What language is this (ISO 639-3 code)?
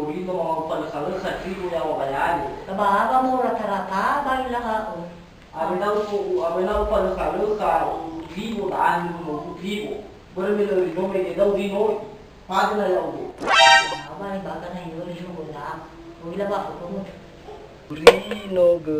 nia